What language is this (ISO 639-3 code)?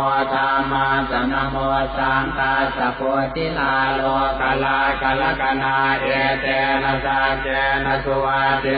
pli